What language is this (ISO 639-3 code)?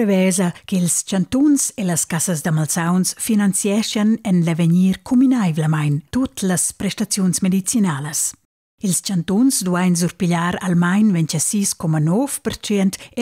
roh